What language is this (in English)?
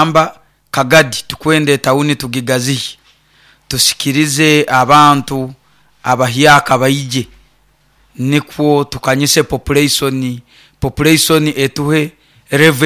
Nyoro